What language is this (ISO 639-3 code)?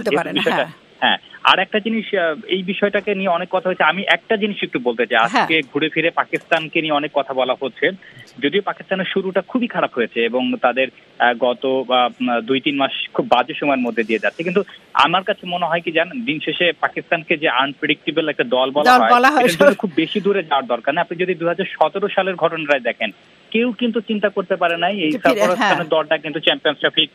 ben